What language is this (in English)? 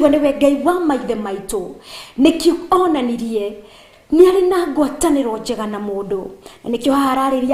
Kikuyu